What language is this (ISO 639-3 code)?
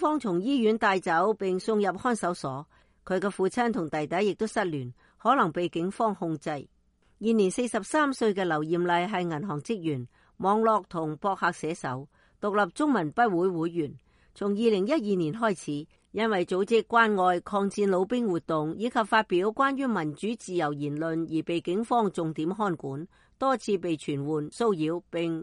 yue